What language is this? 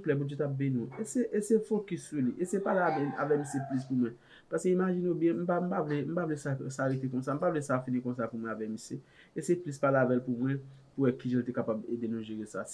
Haitian Creole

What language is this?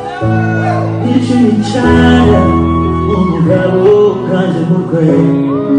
Kinyarwanda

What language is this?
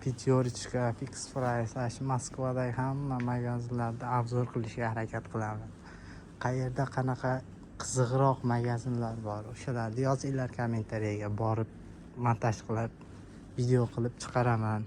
Uzbek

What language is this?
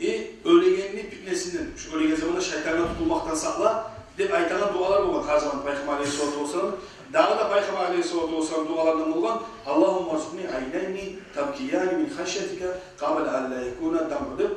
Kumyk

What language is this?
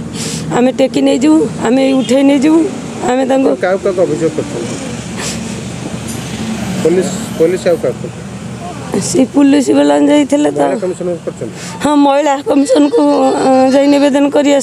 Odia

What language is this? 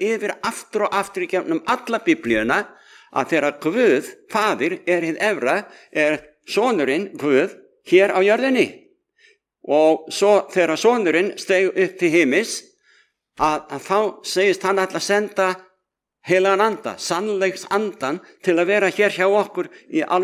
Icelandic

